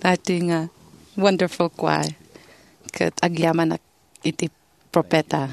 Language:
Iloko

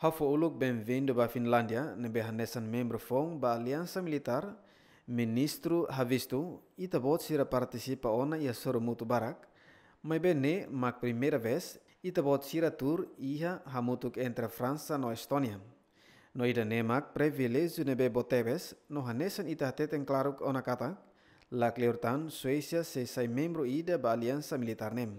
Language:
Tetum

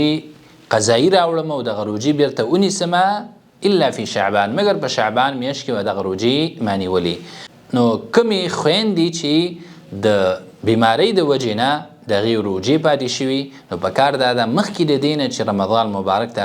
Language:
Pashto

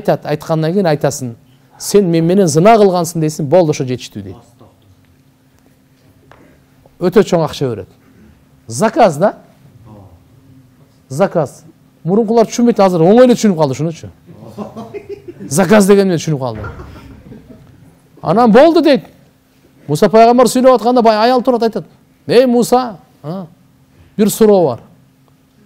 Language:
Kyrgyz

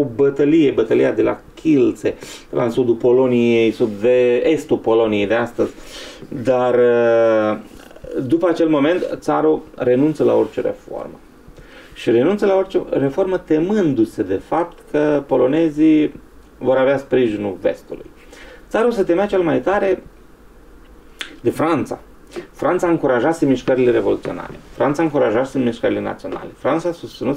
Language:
Romanian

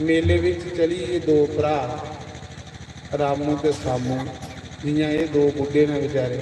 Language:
Dogri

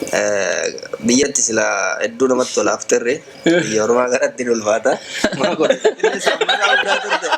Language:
Oromo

